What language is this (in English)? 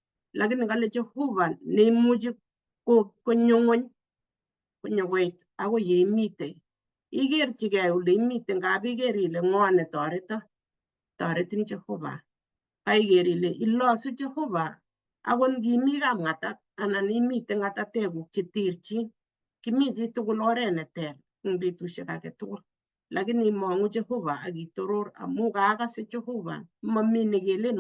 Kalenjin